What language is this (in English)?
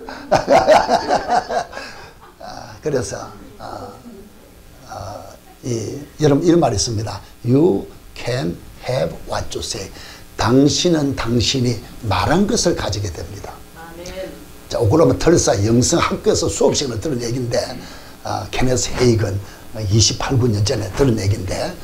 Korean